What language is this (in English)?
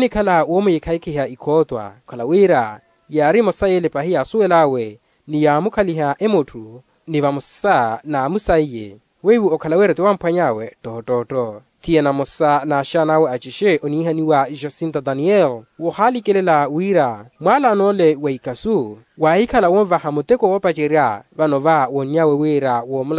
Makhuwa